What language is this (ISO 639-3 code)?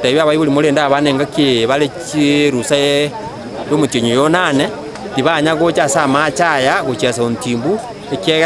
guz